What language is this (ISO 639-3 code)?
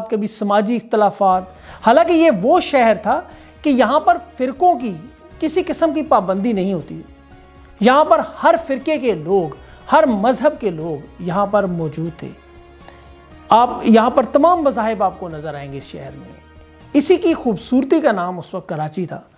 urd